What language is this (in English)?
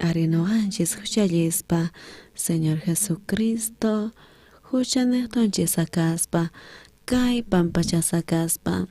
South Bolivian Quechua